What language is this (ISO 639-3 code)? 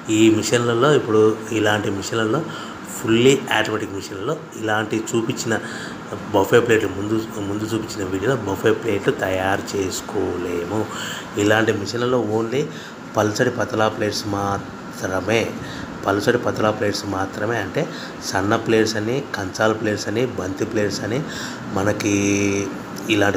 tel